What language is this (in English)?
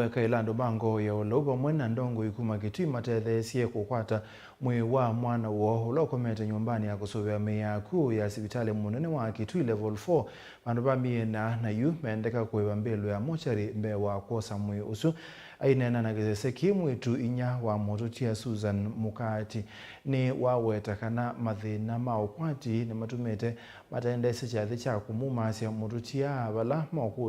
Kamba